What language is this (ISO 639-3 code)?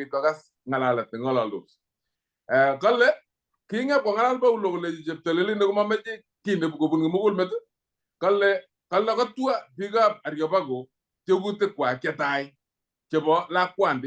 kln